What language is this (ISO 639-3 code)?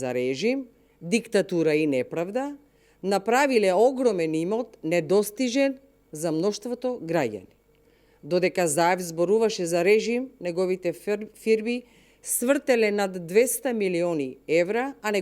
mkd